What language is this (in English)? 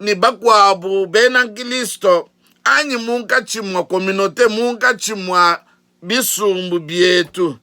Luba-Lulua